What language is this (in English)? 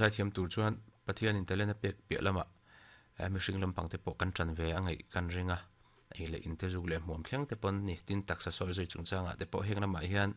Mizo